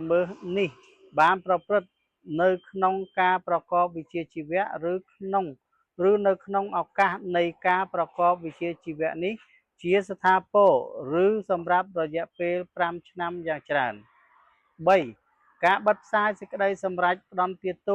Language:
Khmer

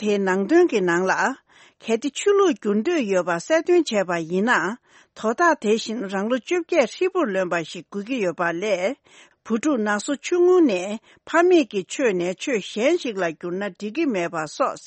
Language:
Tibetan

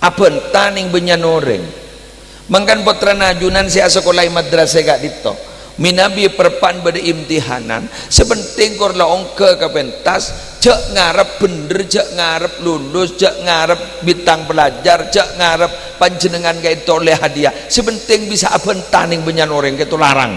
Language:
Madurese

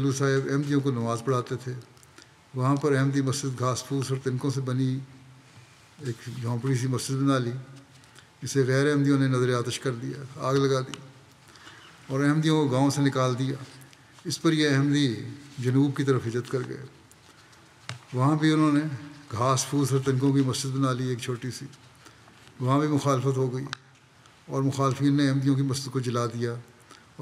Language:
Urdu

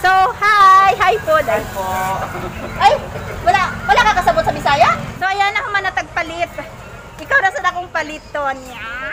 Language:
Cebuano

